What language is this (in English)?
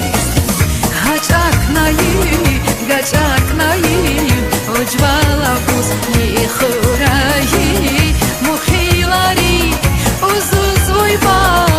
Tabassaran